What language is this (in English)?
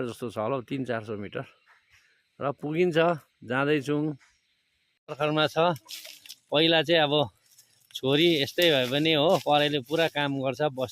Nepali